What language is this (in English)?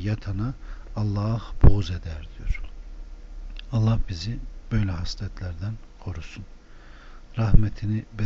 Turkish